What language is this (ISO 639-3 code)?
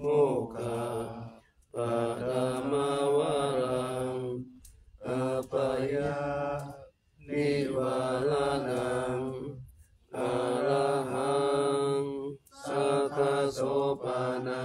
pli